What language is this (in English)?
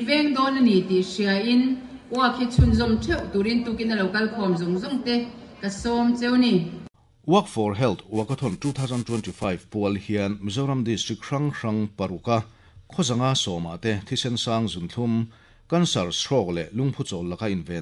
Mizo